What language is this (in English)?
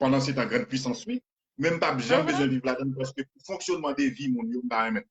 Haitian Creole